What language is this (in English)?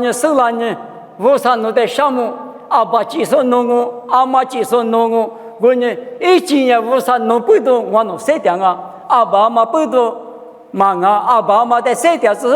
Lisu